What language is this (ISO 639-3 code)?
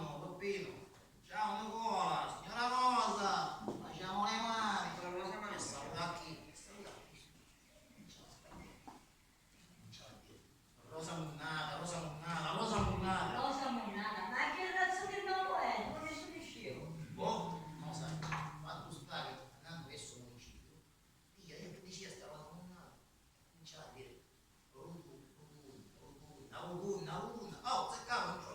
scn